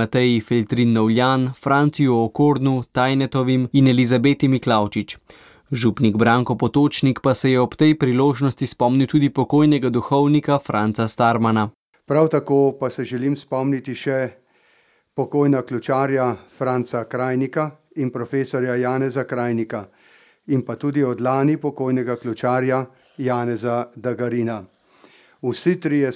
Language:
Slovenian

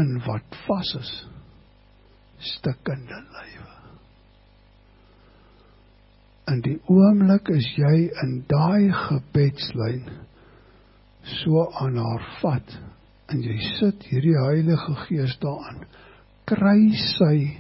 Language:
Afrikaans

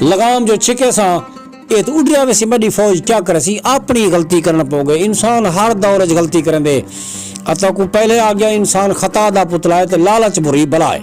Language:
Saraiki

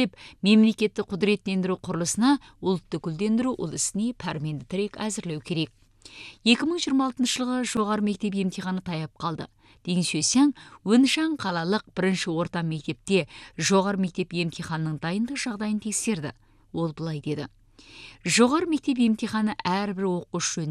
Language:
Kazakh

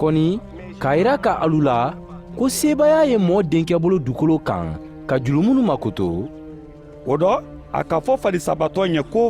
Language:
Mandingo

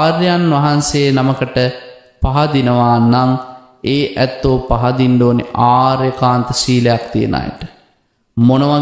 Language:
Sinhala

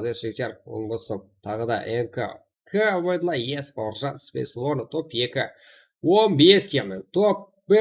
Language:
Kara-Kalpak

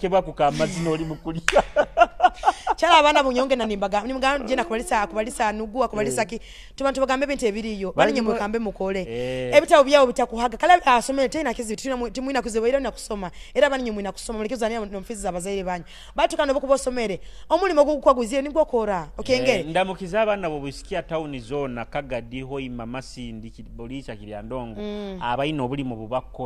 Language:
Nyoro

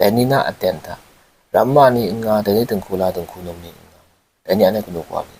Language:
Kachin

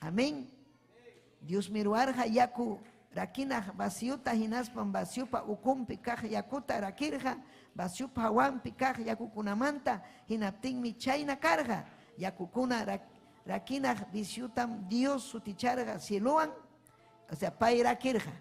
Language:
Ayacucho Quechua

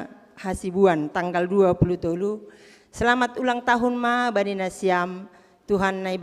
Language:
Batak Simalungun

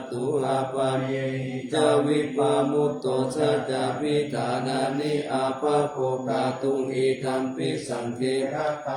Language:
Pali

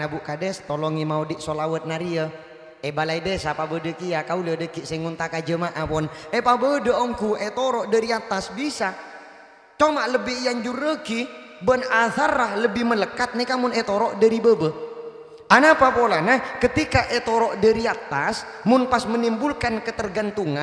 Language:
Madurese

